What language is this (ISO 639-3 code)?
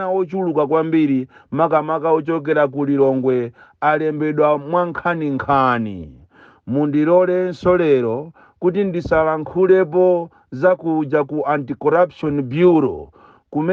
nya